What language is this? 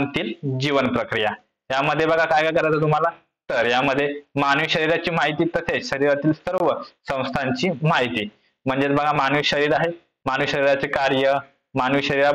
Marathi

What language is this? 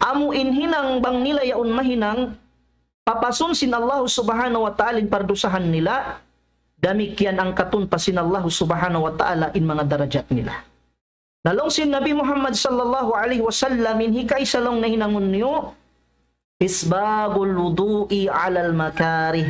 Tausug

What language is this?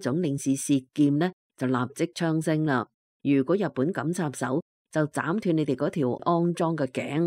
Cantonese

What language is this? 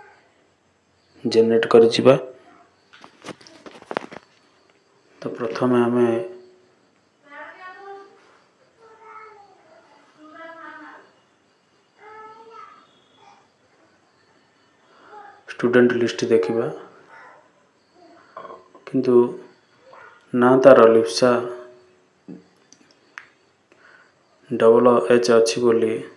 Odia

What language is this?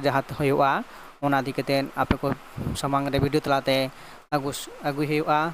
Santali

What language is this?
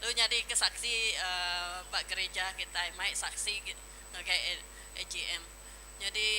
Iban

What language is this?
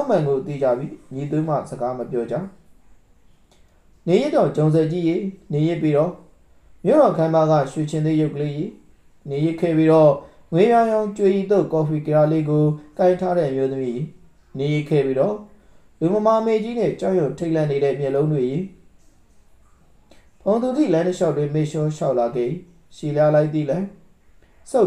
Burmese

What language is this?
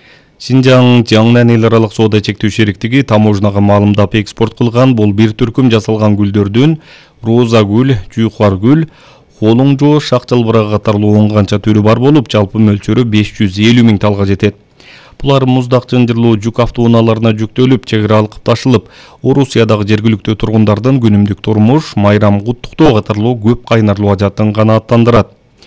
Kyrgyz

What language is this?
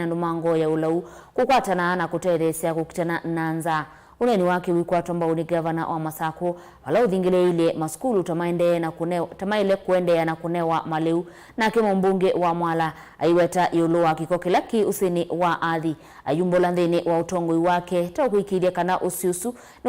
Kamba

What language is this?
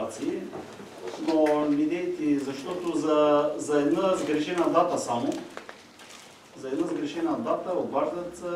Bulgarian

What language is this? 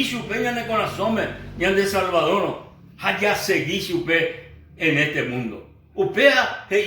Guarani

